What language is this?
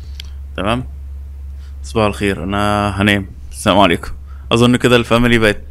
Egyptian Arabic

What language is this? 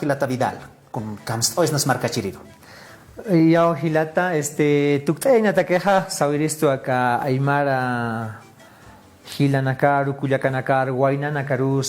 Aymara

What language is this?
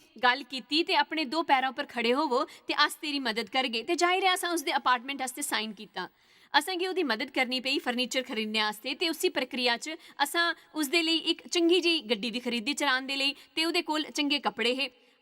Dogri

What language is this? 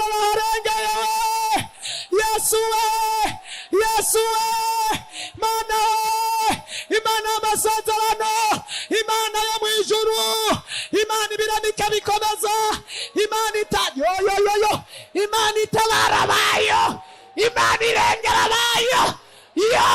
Rundi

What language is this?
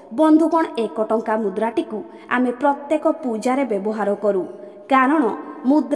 Odia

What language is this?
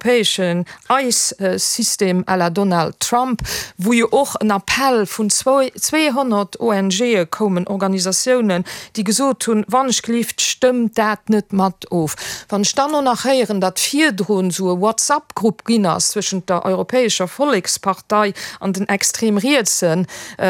Luxembourgish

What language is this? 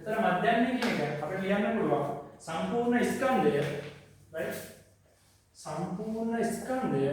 Sinhala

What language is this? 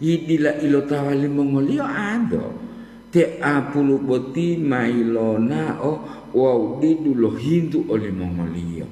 Gorontalo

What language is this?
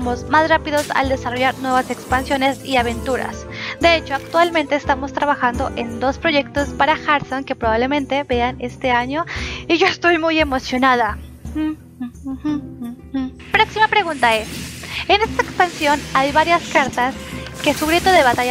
Spanish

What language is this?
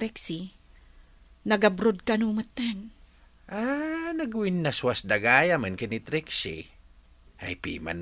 Iloko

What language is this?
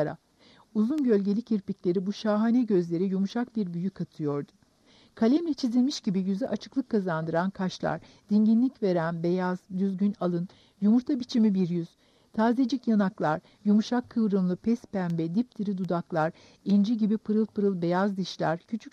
Turkish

